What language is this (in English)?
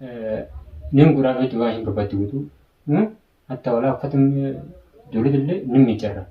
Oromo